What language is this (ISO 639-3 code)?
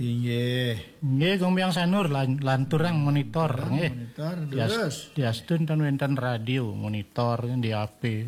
ban